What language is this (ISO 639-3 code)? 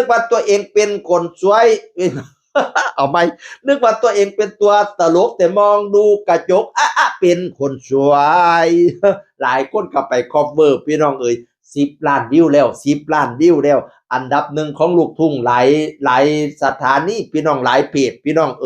tts